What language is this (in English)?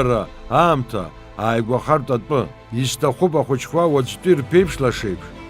Abkhazian